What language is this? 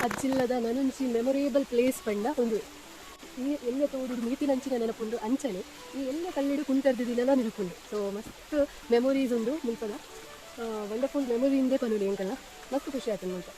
Tulu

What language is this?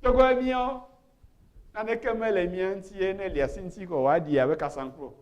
Ewe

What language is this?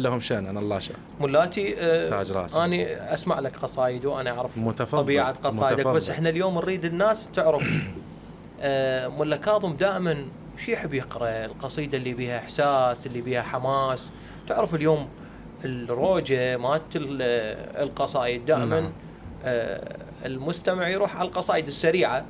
Mesopotamian Arabic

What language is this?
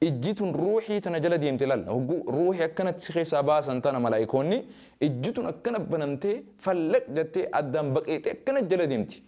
Oromo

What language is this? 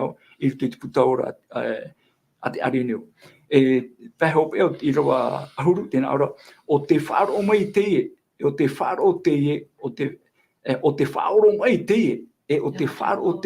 Tahitian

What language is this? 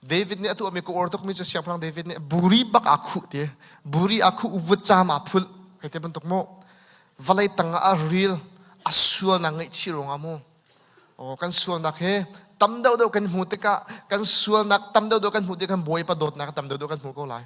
Hakha Chin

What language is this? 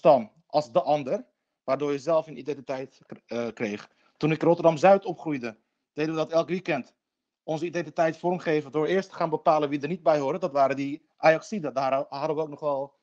Dutch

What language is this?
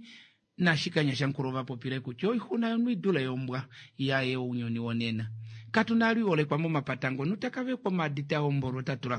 Kuanyama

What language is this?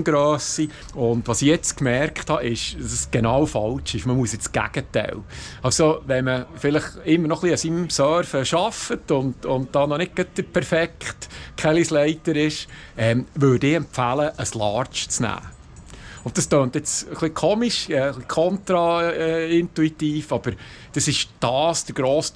Swiss German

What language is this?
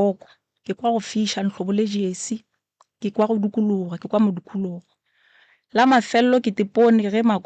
Northern Sotho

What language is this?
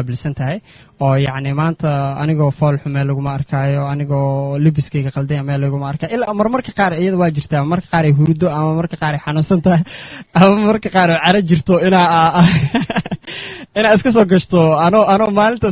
Somali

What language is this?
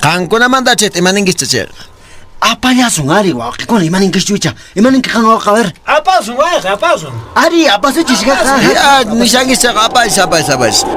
Quechua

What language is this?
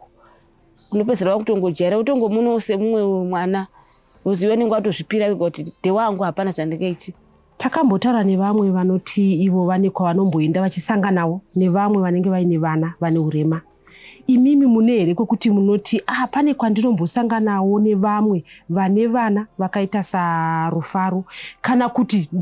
Shona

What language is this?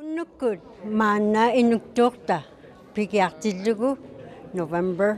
Inuktitut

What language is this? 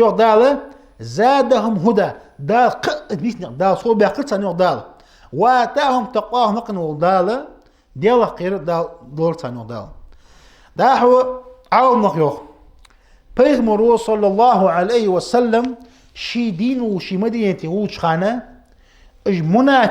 Ingush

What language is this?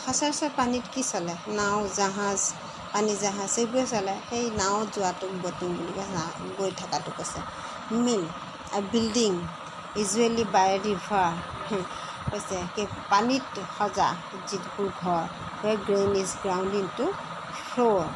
Assamese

